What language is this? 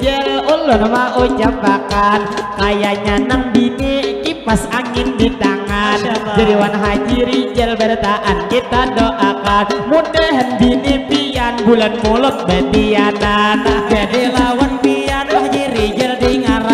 Banjar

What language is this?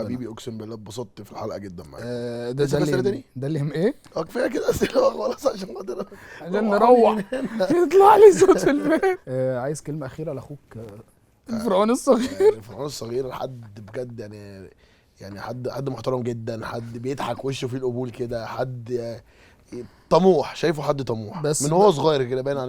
Egyptian Arabic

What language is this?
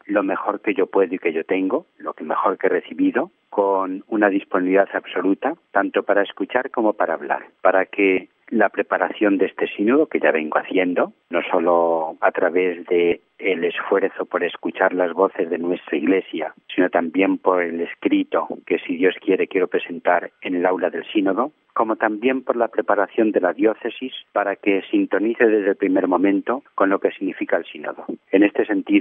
Spanish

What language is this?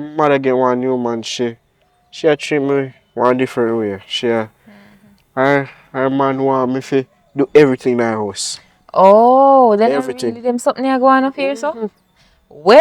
Jamaican Creole English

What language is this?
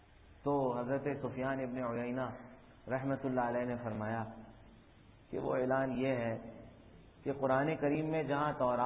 Urdu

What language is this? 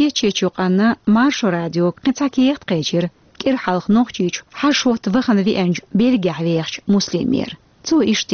Chechen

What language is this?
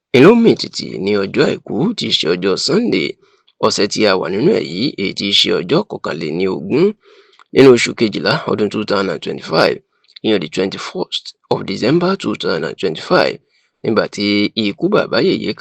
Yoruba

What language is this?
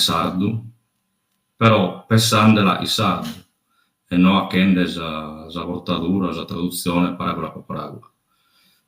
Sardinian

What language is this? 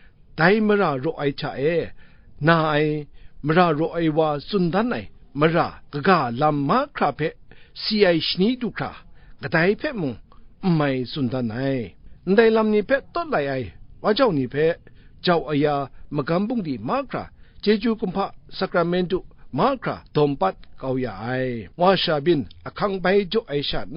Kachin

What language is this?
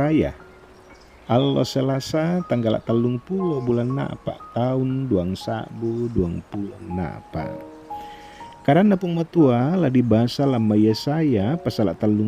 Toraja-Sa'dan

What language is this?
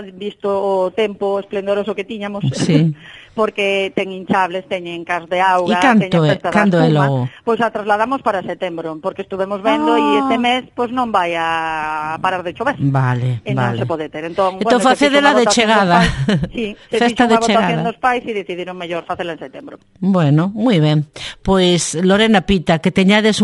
Galician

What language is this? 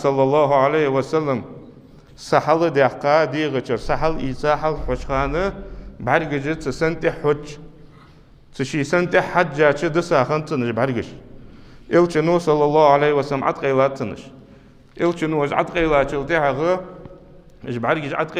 Ingush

